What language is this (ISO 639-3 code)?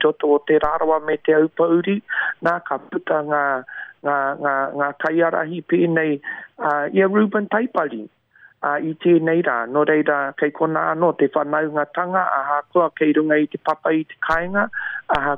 mri